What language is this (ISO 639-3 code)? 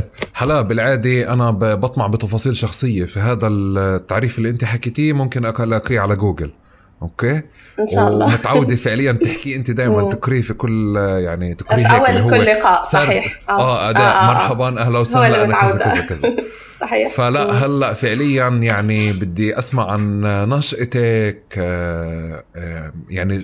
apc